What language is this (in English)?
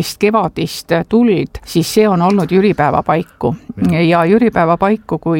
Estonian